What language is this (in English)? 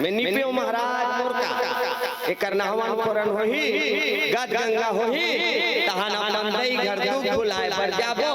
Chhattisgarhi